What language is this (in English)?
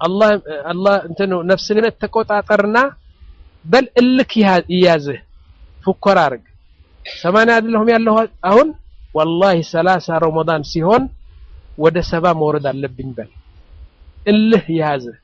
Amharic